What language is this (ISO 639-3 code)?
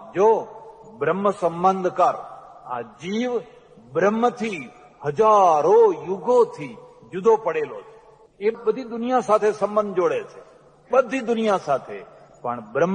guj